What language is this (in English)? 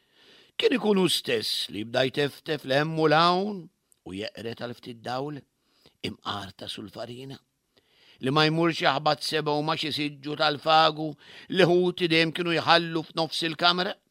Maltese